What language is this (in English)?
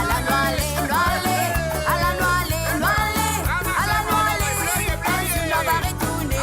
Morisyen